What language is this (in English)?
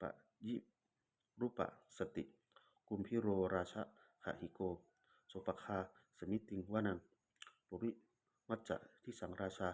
Pali